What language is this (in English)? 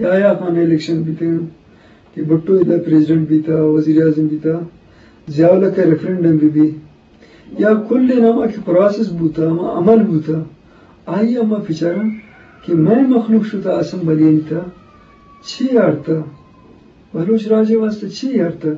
Eastern Balochi